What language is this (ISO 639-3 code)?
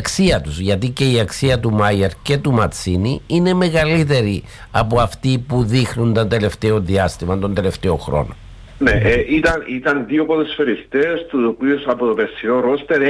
ell